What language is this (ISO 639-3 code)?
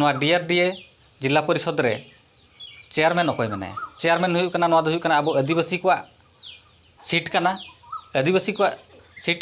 sat